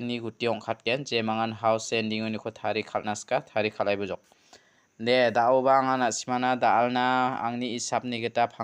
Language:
Garo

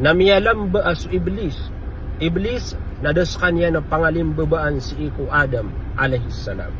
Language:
Maranao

